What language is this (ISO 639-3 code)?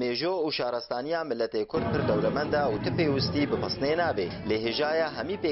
kur